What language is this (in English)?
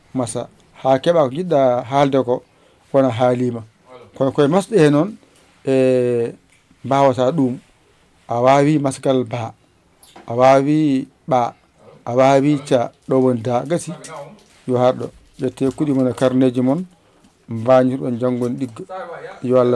Fula